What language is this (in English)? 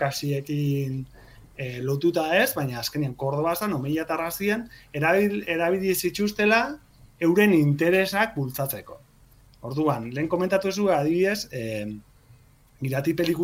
Basque